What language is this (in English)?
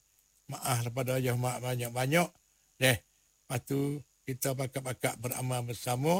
Malay